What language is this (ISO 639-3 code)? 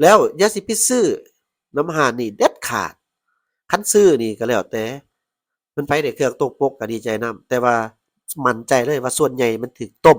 lao